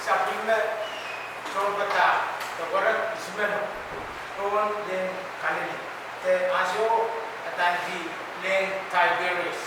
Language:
Pohnpeian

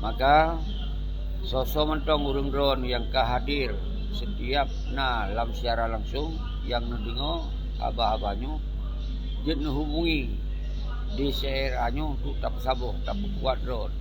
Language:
Achinese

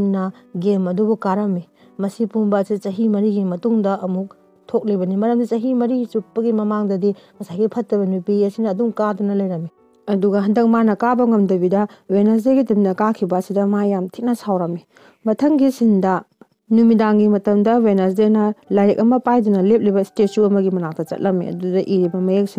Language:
Manipuri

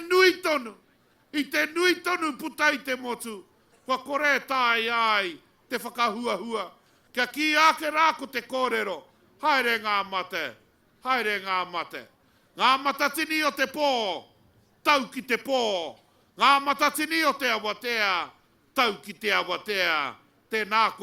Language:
Māori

